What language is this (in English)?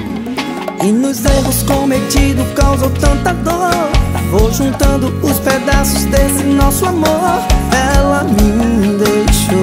Portuguese